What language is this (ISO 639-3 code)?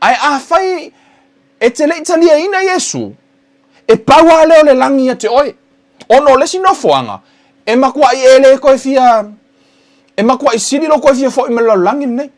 smo